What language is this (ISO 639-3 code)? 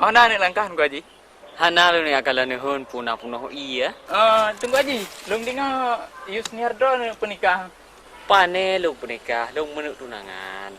ace